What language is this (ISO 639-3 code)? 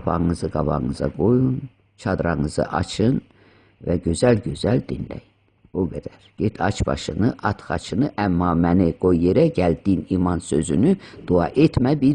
aze